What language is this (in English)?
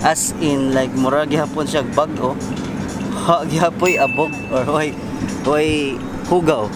Cebuano